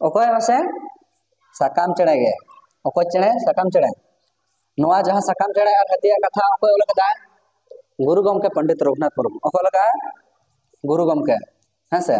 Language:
Santali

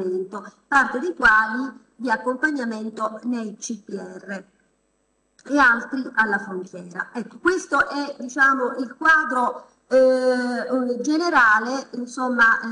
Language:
Italian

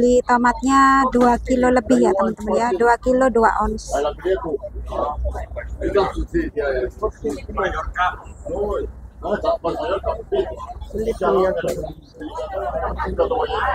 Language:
Indonesian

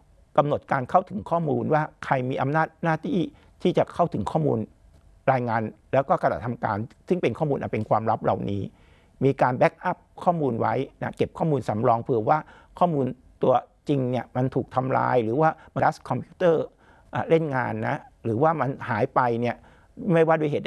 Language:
Thai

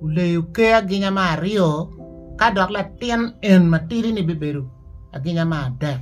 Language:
Acoli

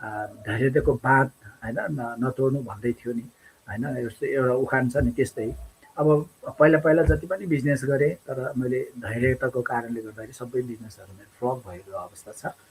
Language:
Nepali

